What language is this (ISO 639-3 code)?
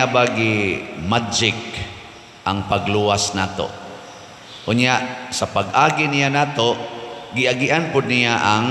ceb